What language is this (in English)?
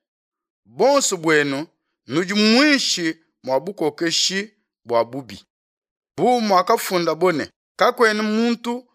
Luba-Lulua